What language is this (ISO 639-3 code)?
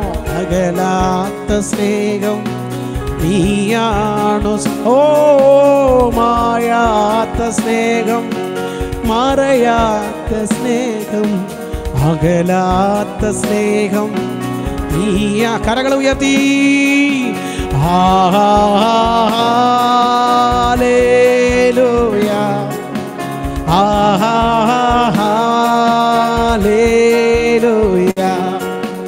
mal